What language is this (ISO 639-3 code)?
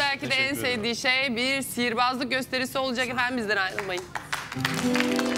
tur